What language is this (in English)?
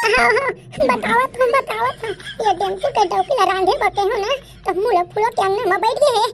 Chhattisgarhi